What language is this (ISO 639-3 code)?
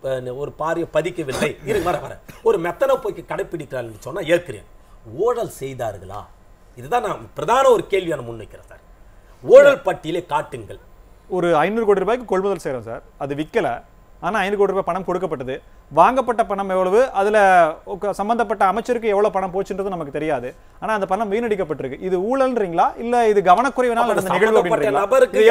tam